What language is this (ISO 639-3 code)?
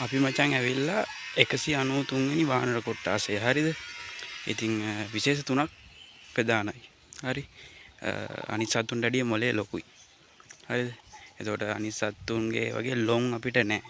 sin